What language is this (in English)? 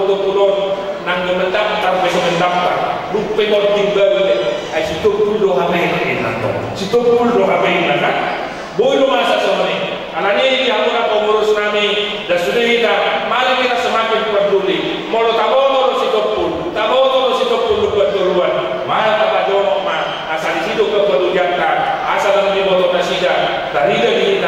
Batak Toba